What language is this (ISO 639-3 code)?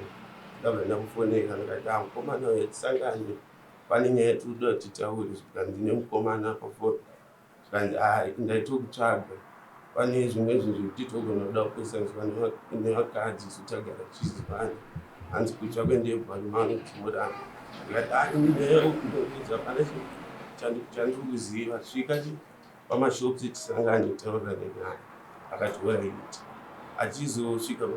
sna